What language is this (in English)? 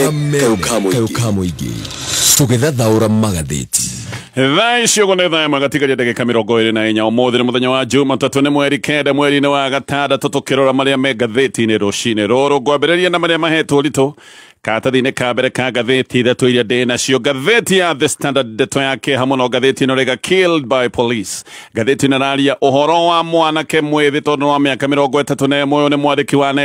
Kikuyu